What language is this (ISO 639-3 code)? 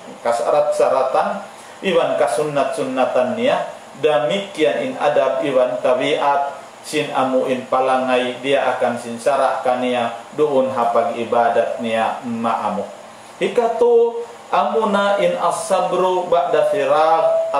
tsg